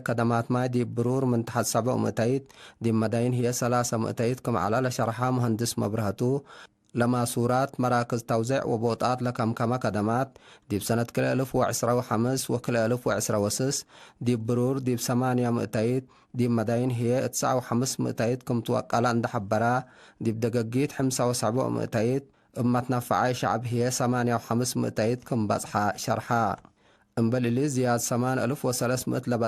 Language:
Tigre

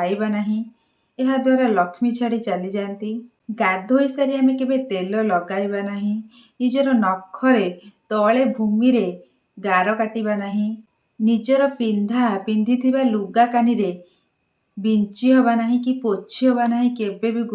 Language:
Odia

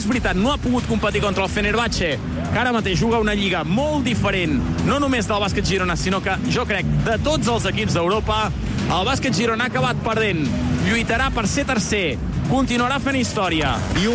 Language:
Catalan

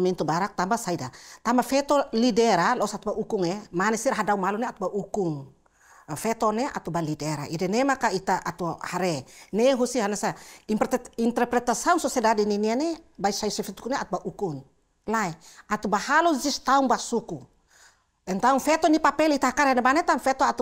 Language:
Tetum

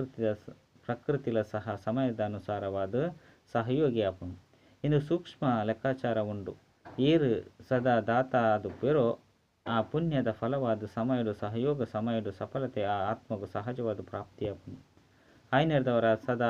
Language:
Tulu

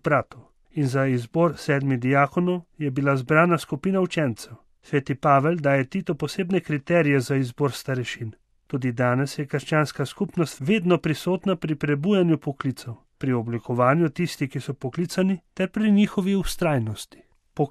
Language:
Slovenian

